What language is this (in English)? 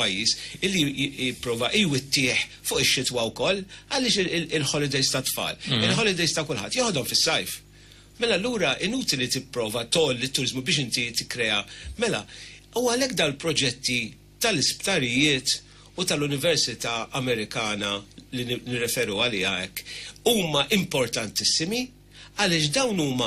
Maltese